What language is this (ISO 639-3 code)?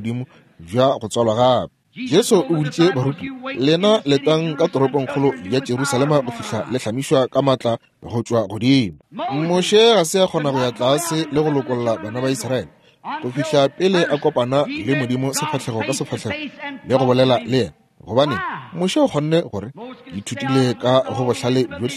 nso